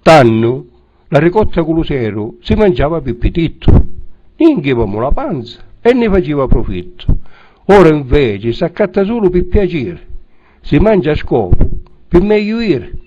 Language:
Sicilian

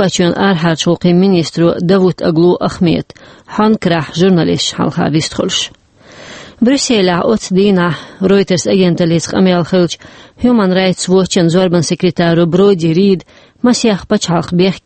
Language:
Chechen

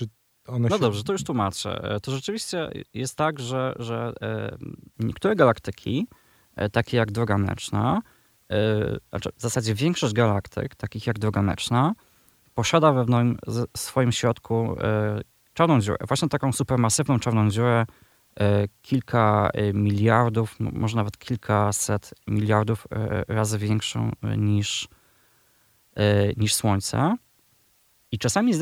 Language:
Polish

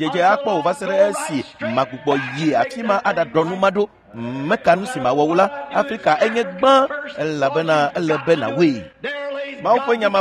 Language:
Ewe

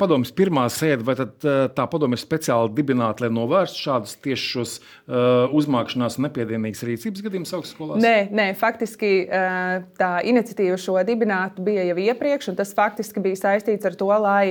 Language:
Latvian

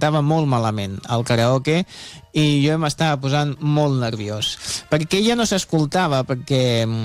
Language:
Catalan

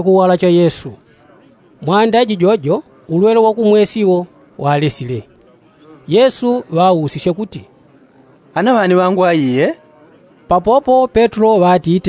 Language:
Yao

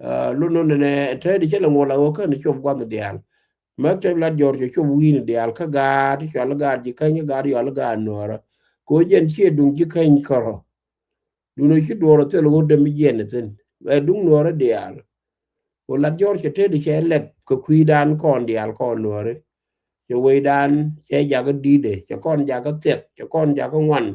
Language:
Nuer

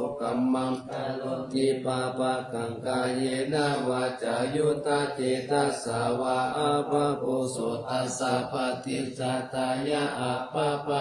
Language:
Pali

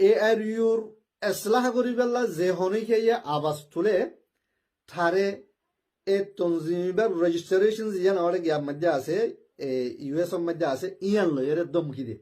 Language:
Rohingya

